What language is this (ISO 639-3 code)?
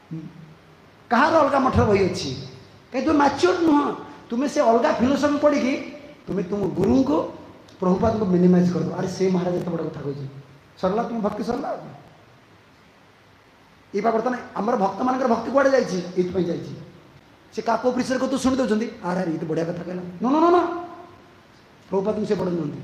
ori